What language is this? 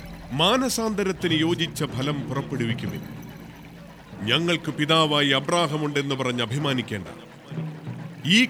Malayalam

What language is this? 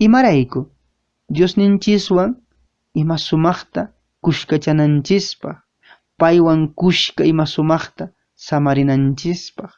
Quechua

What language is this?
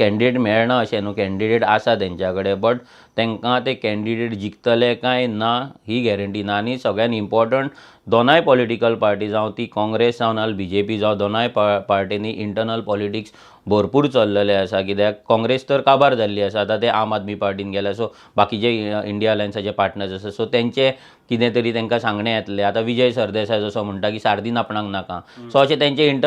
Konkani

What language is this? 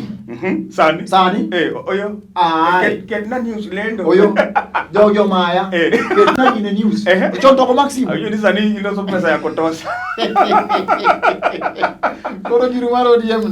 Luo (Kenya and Tanzania)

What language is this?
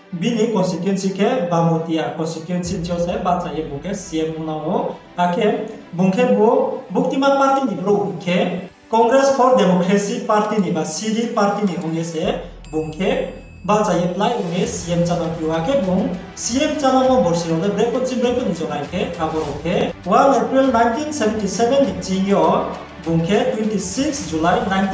Riang (India)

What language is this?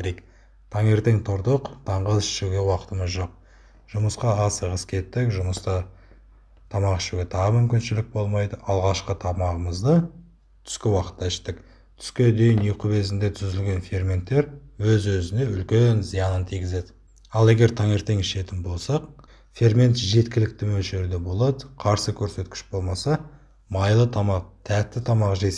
Kazakh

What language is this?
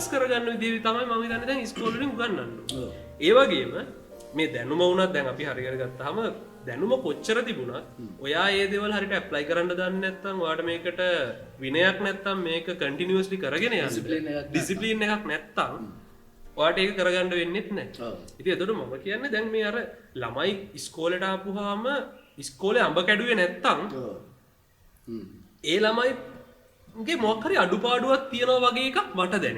Sinhala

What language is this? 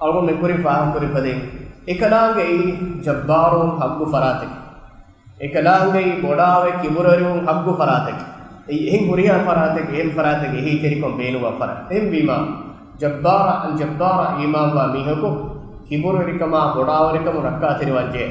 Divehi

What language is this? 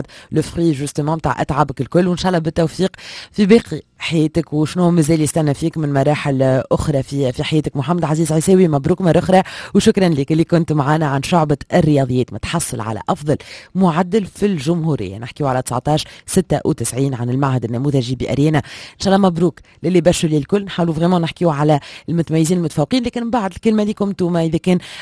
Tunisian Arabic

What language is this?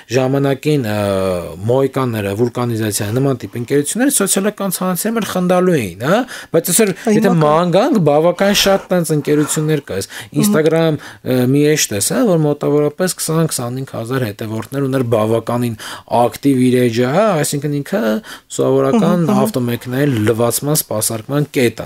Armenian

